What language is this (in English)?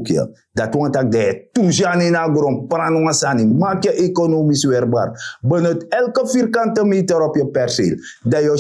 Sranan Tongo